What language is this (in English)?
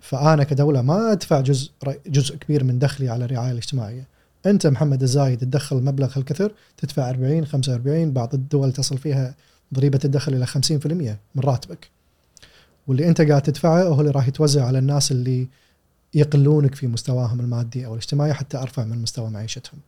Gulf Arabic